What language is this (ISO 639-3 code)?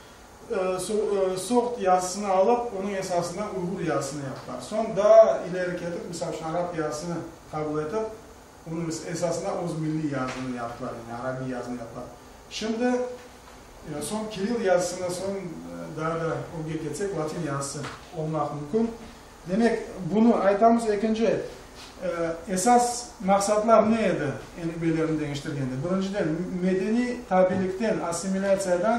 crh